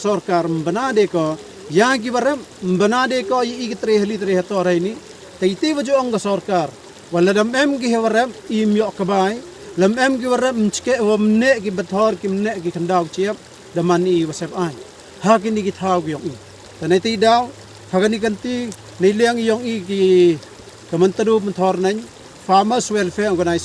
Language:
Khasi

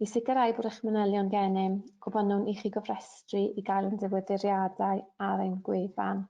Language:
Welsh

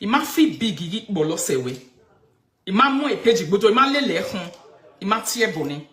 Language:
Nigerian Pidgin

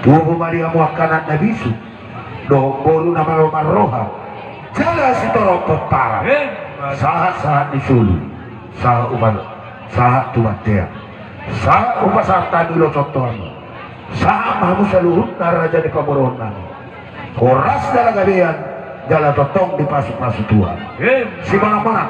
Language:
Batak Toba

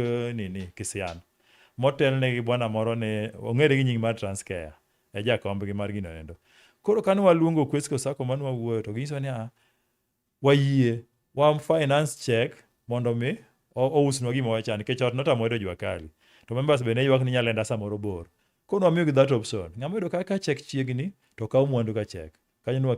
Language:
Luo (Kenya and Tanzania)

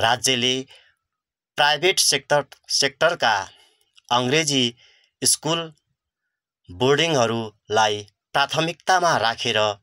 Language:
Nepali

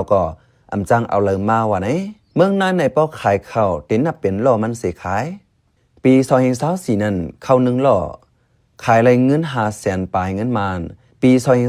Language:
Shan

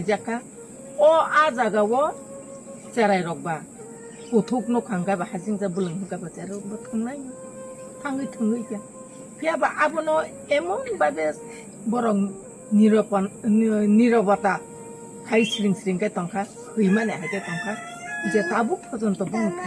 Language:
Kok Borok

